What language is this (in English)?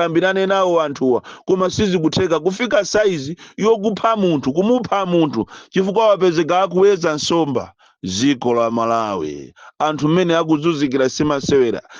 Nyanja